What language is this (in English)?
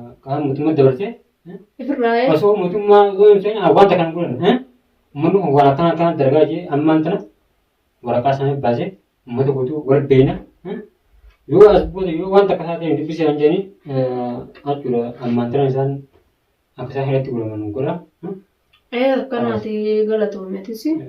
Oromo